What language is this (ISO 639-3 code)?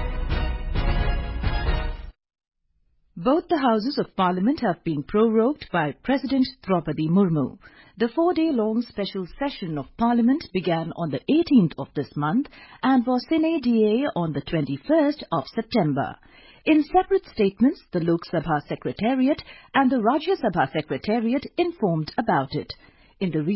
eng